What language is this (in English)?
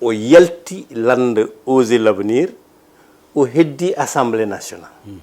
Fula